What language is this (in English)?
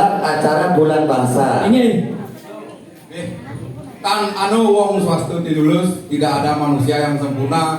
Balinese